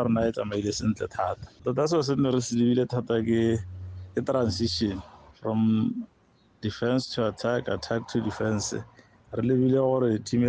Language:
Tswana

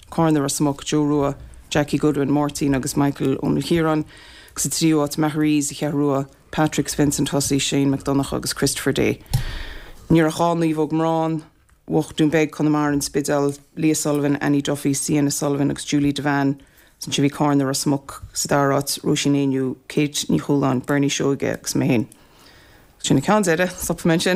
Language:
Irish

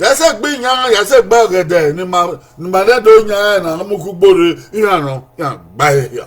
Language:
Bini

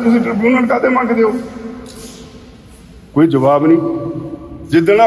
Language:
Punjabi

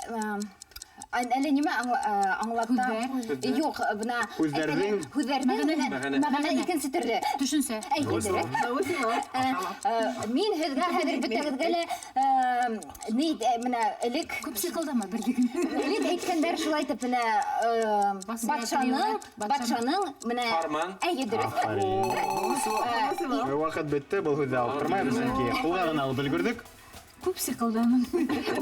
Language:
Bashkir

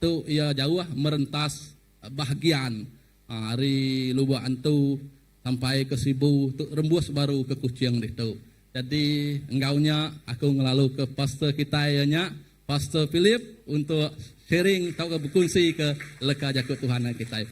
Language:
Iban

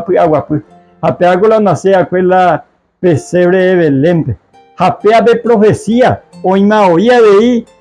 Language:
Guarani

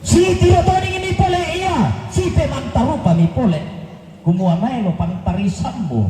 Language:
Toraja-Sa'dan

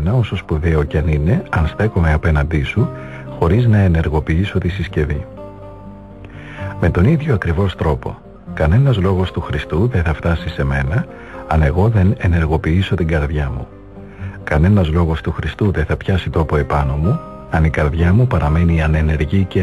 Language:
Greek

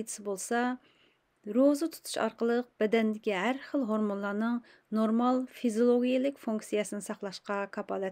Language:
Uyghur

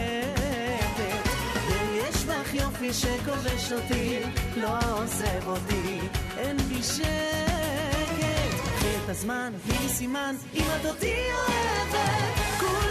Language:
Hebrew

